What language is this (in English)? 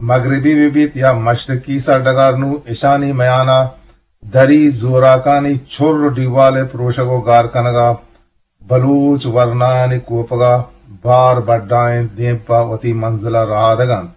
Eastern Balochi